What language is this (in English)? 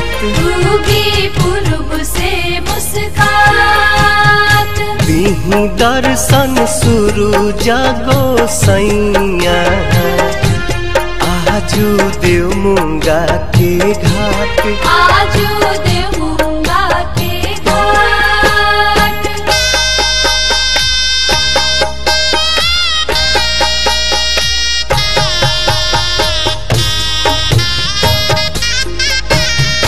Bhojpuri